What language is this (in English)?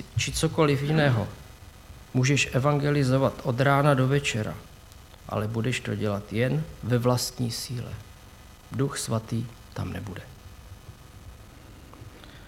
Czech